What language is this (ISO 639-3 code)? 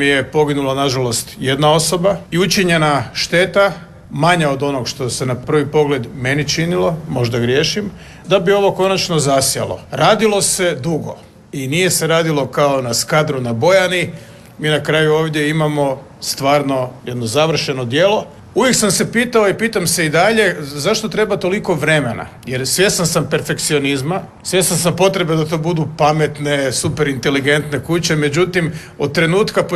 hrv